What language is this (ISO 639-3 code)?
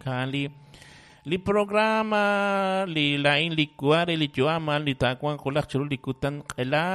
kek